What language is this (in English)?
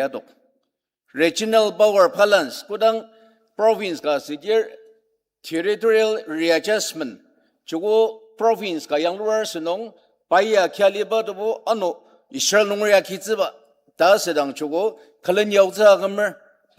Ao Naga